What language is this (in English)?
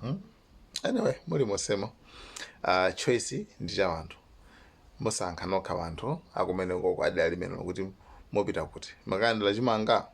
Nyanja